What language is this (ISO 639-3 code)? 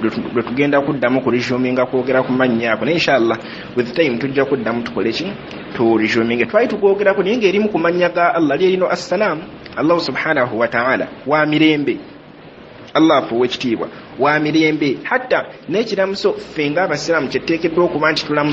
lug